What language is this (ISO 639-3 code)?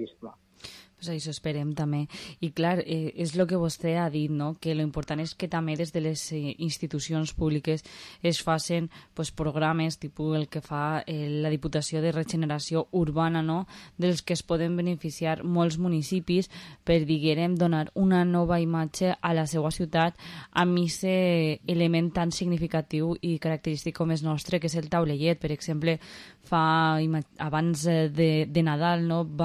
cat